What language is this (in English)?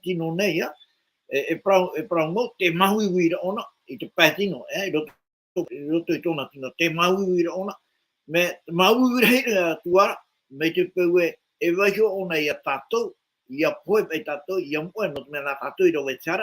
Tahitian